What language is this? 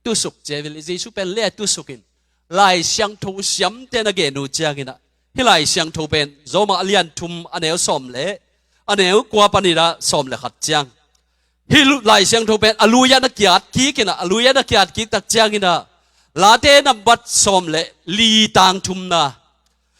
Tedim Chin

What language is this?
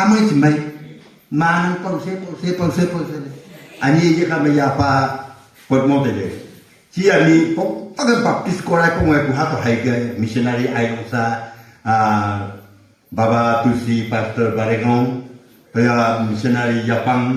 Wancho Naga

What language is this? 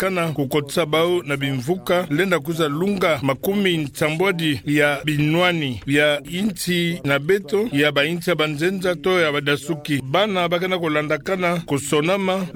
Kituba (Democratic Republic of Congo)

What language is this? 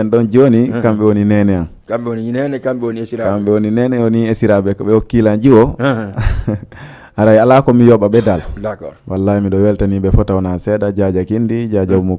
Fula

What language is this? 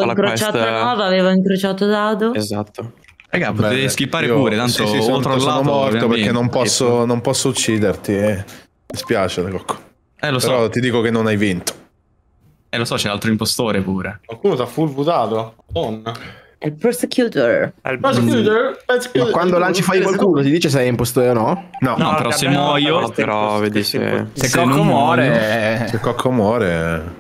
Italian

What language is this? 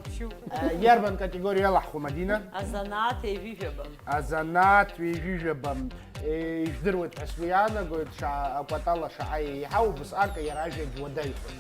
Abkhazian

